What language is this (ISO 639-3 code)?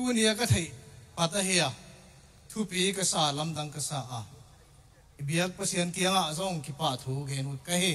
ctd